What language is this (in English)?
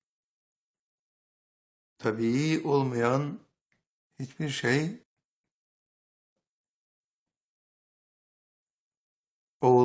Turkish